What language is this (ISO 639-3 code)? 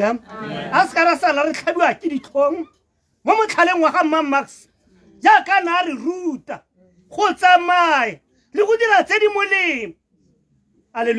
tsn